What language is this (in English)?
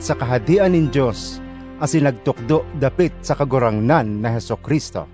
Bikol